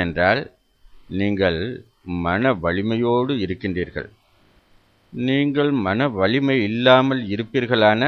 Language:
Tamil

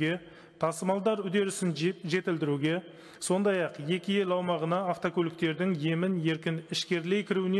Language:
Kazakh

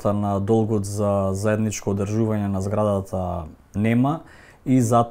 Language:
Macedonian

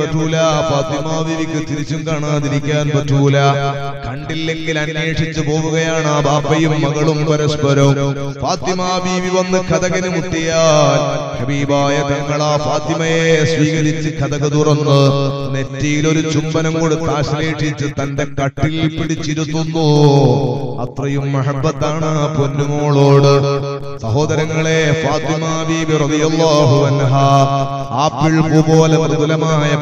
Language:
Malayalam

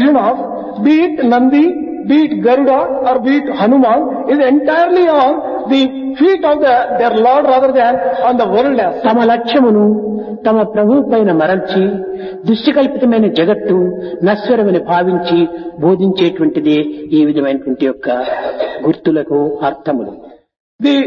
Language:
Telugu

